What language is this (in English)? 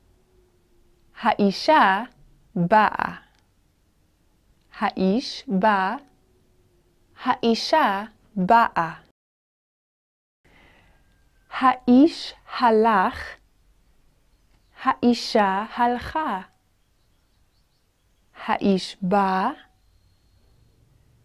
Hebrew